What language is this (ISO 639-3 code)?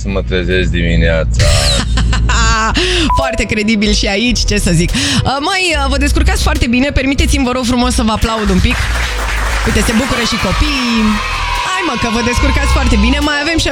ron